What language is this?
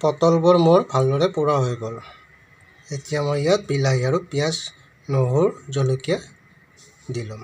Assamese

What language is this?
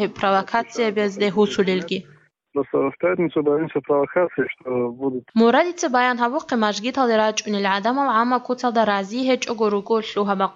Avaric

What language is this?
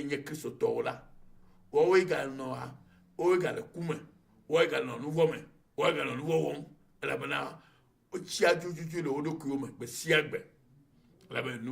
Ewe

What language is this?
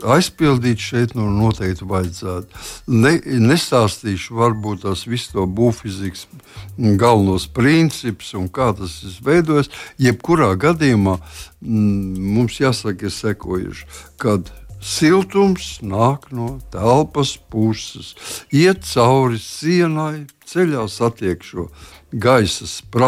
Latvian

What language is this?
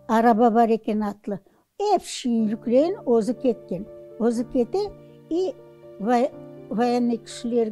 Crimean Tatar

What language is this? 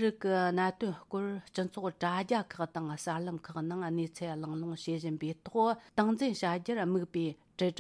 Tibetan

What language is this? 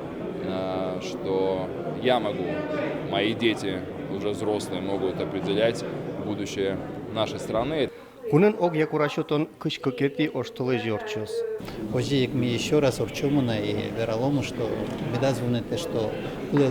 Udmurt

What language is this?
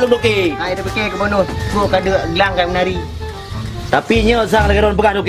Achinese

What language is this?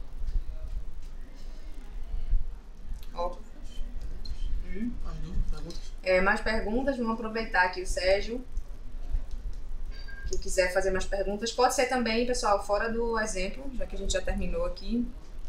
Portuguese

